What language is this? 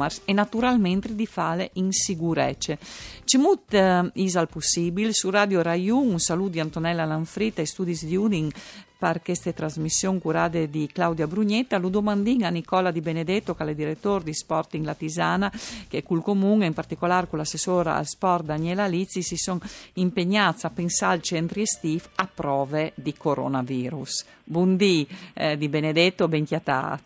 Friulian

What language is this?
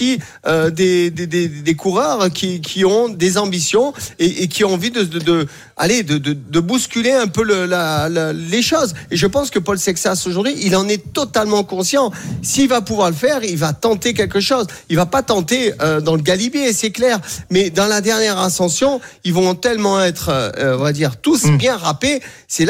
French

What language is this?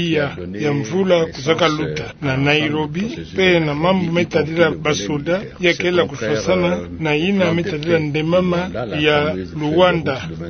Kituba (Democratic Republic of Congo)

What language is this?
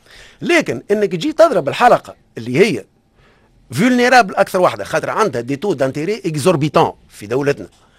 Tunisian Arabic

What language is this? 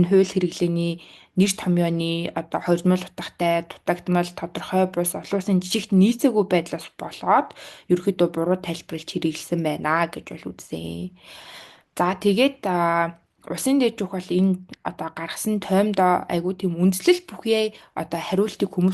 Mongolian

